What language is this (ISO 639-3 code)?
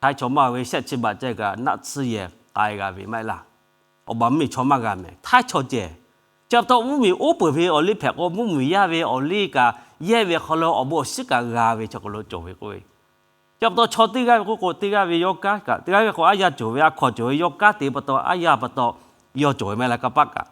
lhu